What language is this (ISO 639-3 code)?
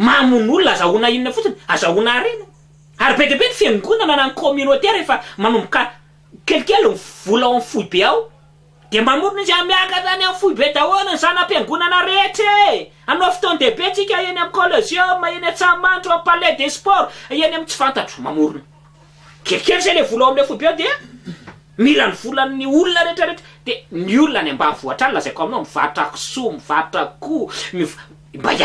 mlg